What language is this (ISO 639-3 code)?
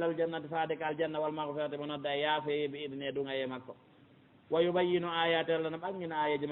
ful